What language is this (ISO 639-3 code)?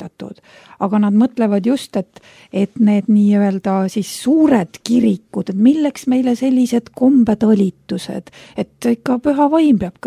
est